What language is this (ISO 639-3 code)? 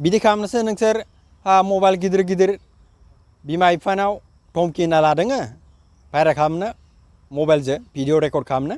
brx